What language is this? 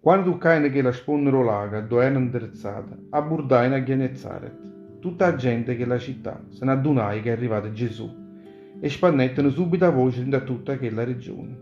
Neapolitan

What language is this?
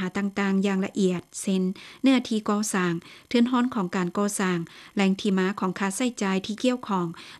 Lao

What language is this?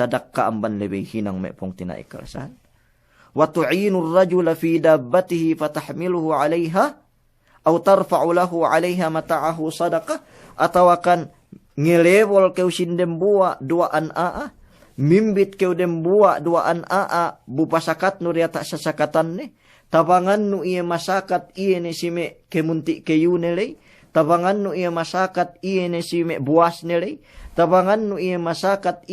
Yakan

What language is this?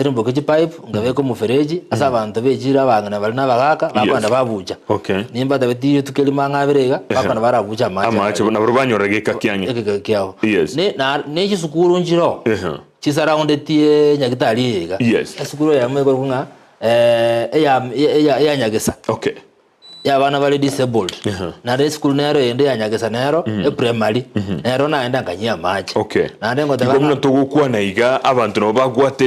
Gusii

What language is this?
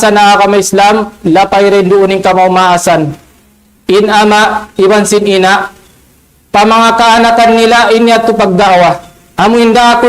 Tausug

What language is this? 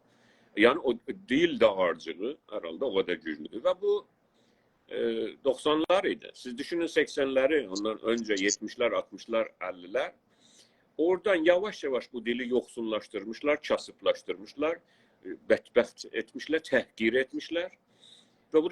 South Azerbaijani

